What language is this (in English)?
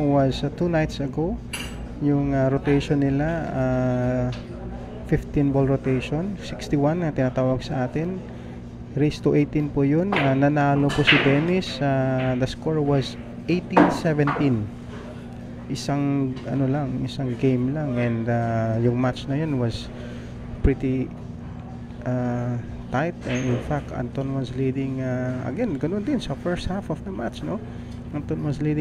Filipino